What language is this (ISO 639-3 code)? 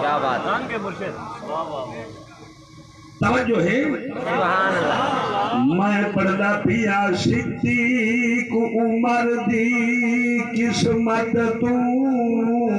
skr